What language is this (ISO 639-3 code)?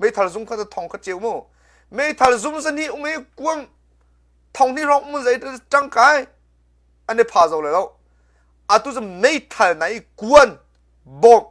cnh